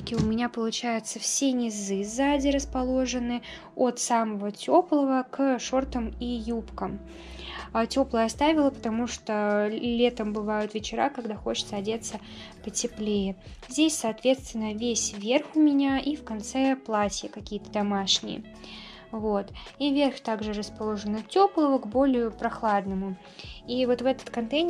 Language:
Russian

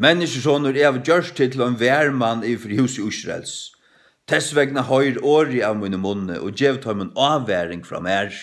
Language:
Faroese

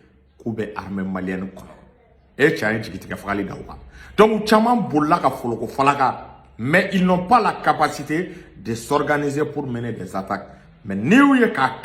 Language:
Bambara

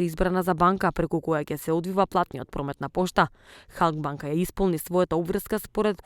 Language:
Macedonian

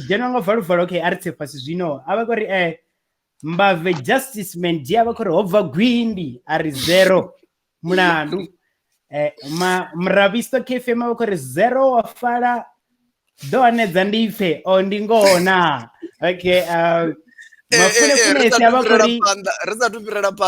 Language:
Venda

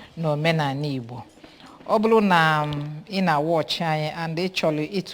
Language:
Igbo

